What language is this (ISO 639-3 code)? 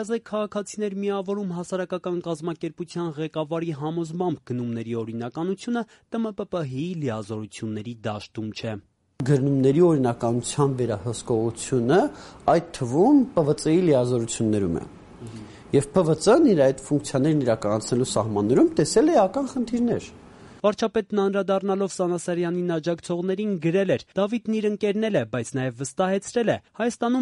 hye